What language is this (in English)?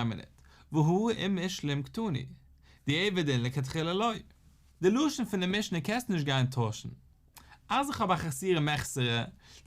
Yiddish